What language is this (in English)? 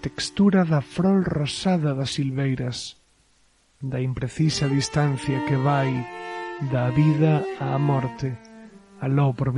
Galician